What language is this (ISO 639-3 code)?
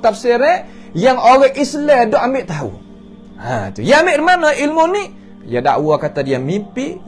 msa